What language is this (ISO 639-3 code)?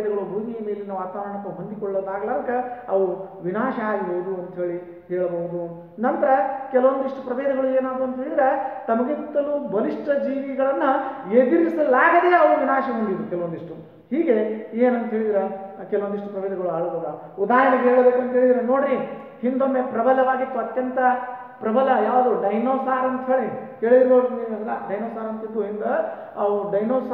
kan